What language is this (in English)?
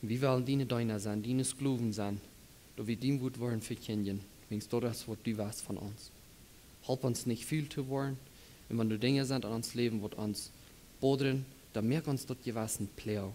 Plautdietsch